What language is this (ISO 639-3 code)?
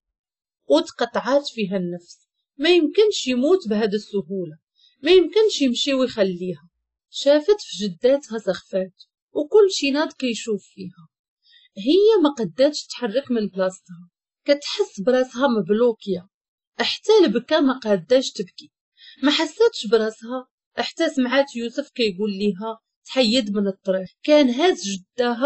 ary